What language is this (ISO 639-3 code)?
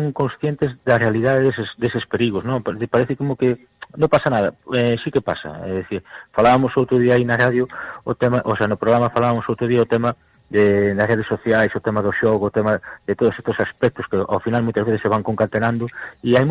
glg